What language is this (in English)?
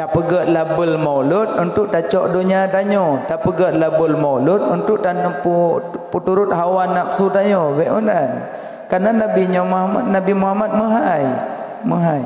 Achinese